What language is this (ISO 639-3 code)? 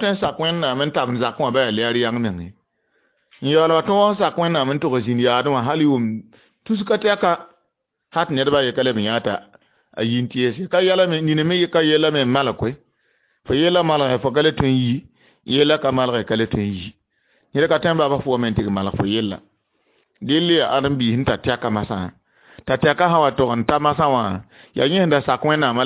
mos